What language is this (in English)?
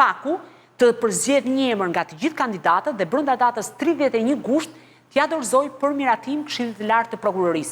Albanian